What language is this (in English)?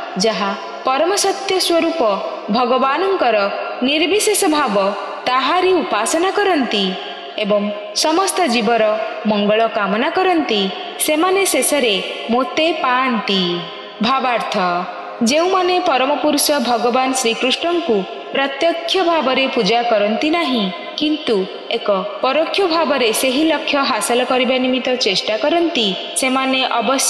Odia